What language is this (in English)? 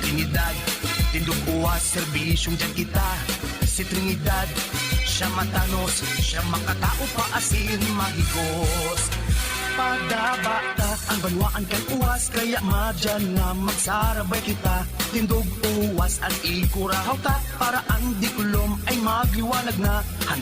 Bikol